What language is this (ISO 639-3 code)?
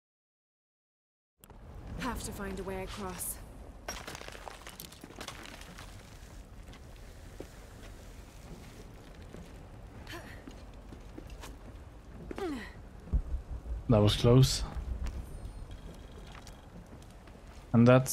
eng